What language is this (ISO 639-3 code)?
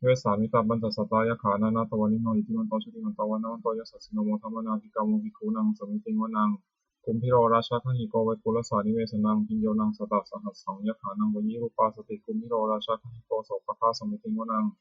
pli